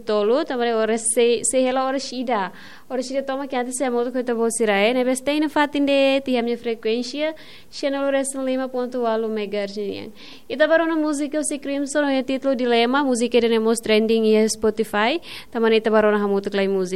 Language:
Tetum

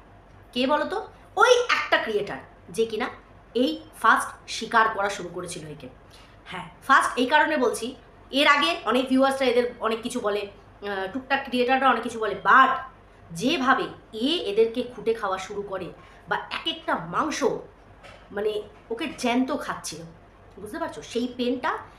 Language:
Bangla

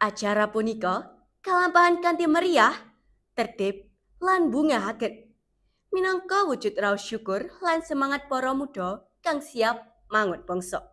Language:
Javanese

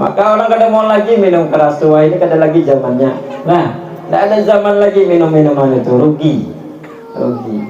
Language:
Banjar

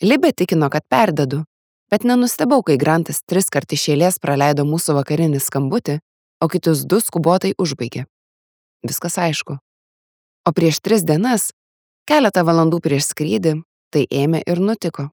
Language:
Lithuanian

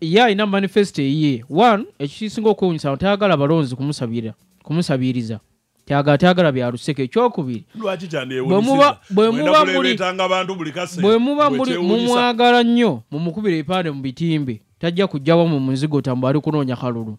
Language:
Ganda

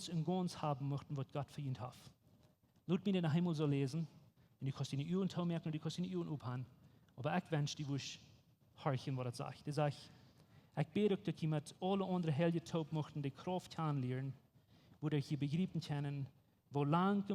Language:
Plautdietsch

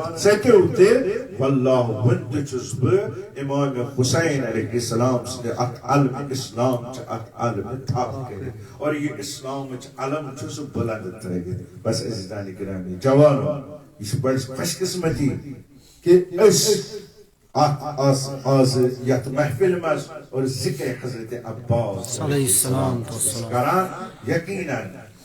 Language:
Kashmiri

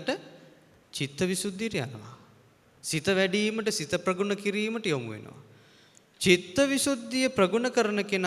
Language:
Sinhala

